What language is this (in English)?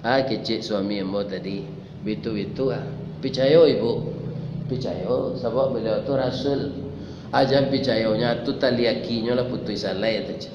Minangkabau